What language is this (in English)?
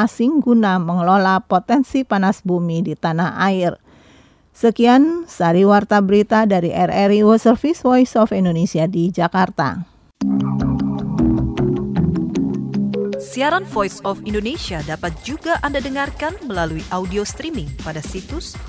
Indonesian